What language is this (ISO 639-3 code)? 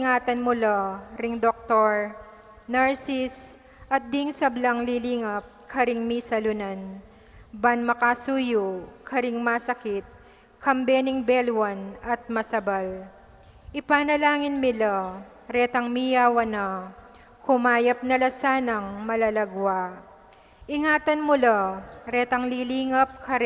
pam